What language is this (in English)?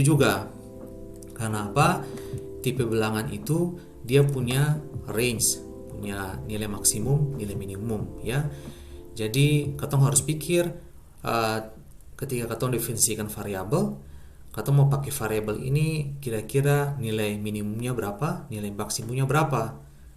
Ambonese Malay